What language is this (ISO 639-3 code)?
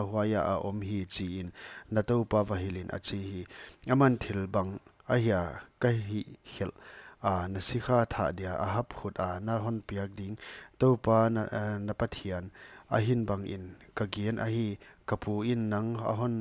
pck